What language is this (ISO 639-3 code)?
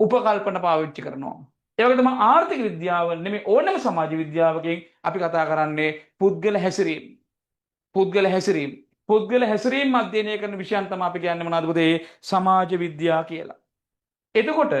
sin